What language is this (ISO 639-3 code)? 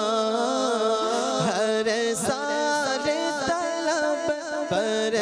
urd